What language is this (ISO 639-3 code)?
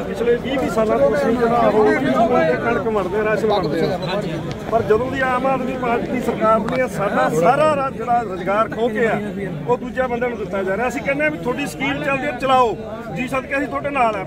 pan